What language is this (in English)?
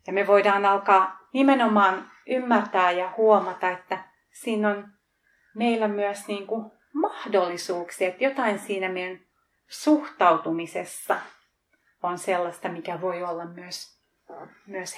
Finnish